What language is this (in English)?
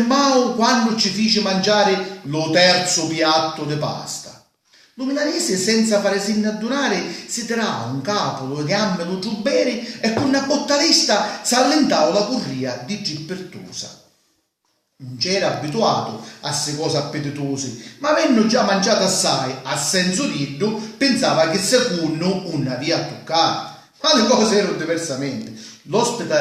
Sicilian